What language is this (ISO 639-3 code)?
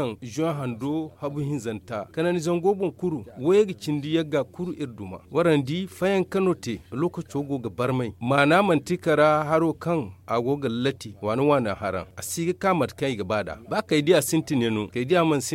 dje